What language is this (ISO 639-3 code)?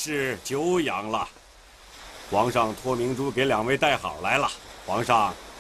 zho